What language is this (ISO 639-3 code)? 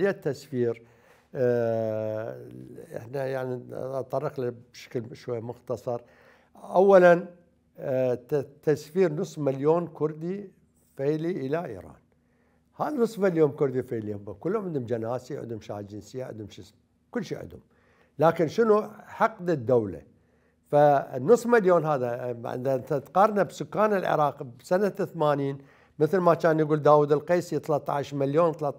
acm